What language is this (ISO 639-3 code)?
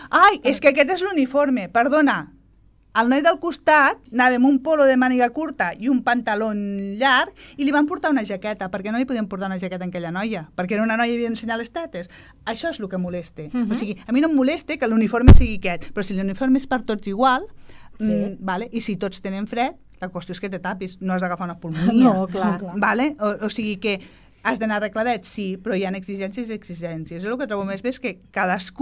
cat